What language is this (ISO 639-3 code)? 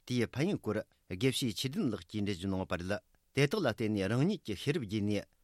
bod